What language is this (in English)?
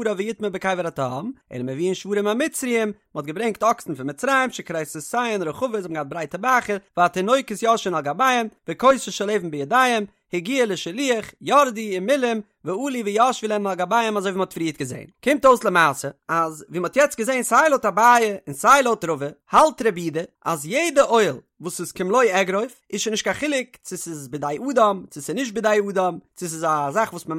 Yiddish